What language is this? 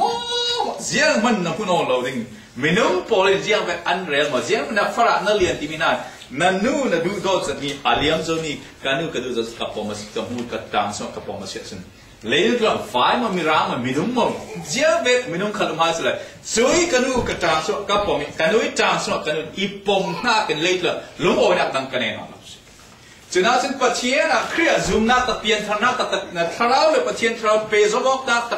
Falam Chin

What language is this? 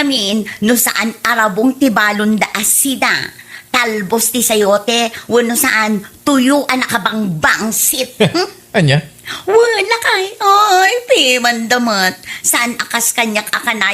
Iloko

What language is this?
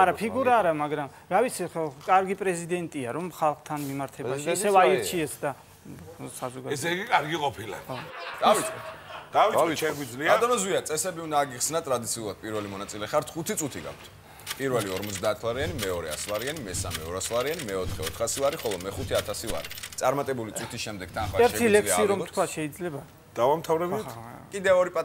Georgian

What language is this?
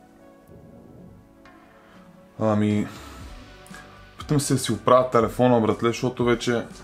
Bulgarian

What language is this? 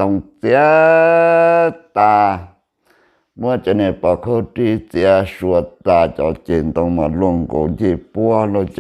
Hmong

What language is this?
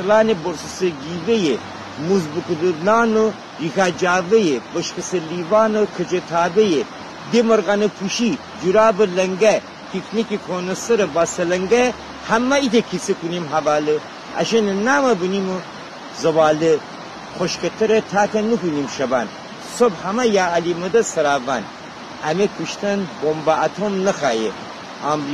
Gilaki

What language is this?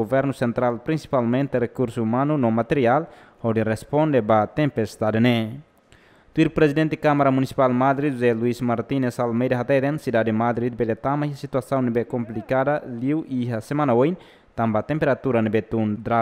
Tetum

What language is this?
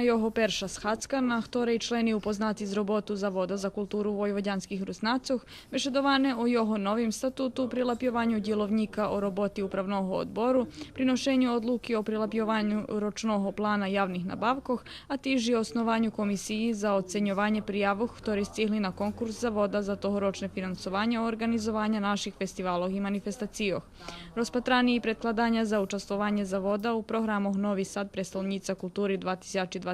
Rusyn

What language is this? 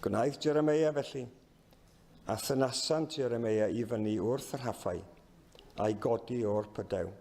Welsh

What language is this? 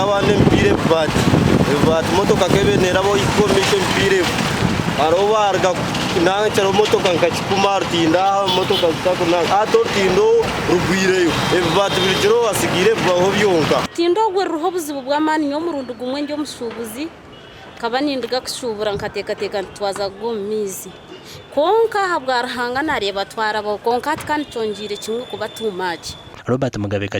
Nyankole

